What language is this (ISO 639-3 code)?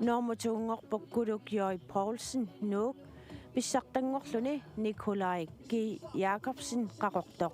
kal